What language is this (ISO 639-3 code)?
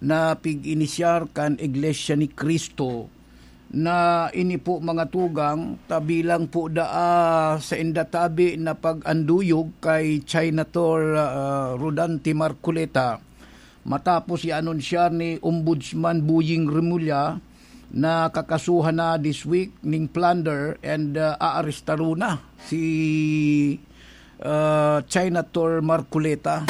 bik